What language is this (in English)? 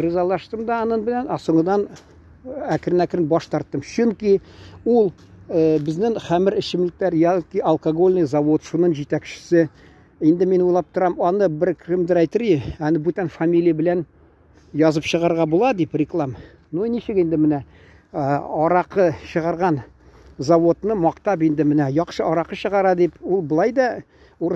Tatar